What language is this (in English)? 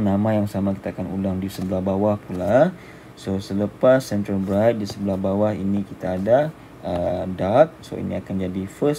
Malay